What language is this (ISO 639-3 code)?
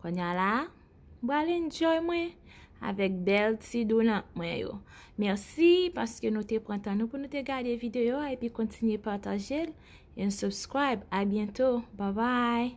hat